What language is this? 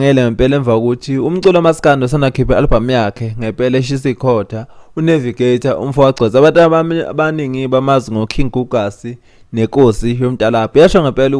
Zulu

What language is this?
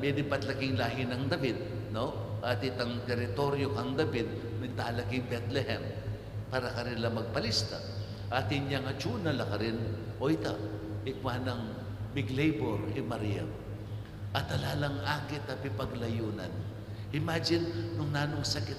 Pampanga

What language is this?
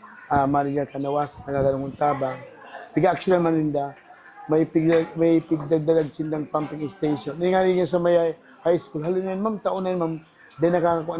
Bikol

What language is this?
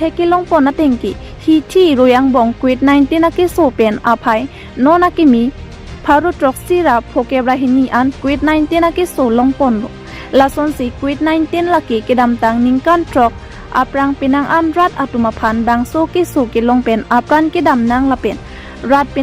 Karbi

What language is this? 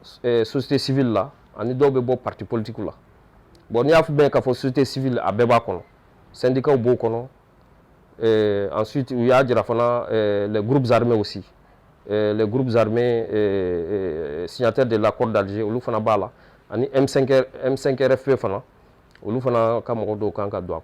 Bambara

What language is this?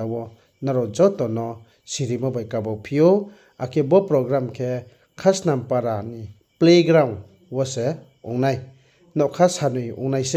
Riang (India)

